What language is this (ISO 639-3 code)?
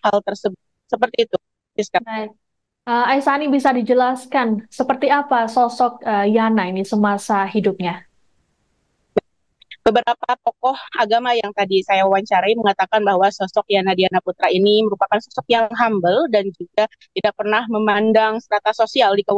ind